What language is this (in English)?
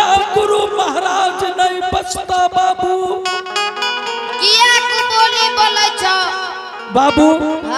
Angika